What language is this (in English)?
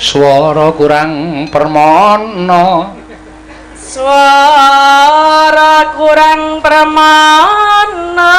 Javanese